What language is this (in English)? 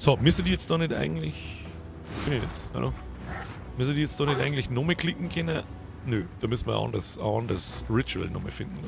Bavarian